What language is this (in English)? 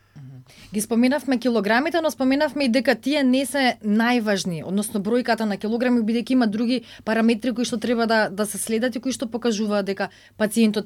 Macedonian